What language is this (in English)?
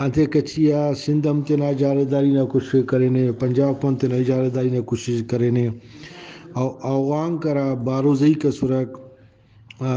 Brahui